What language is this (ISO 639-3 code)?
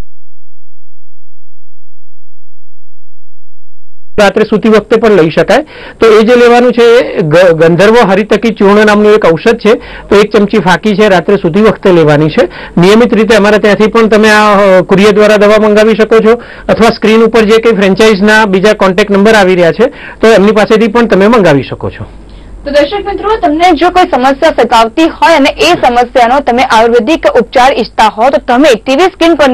guj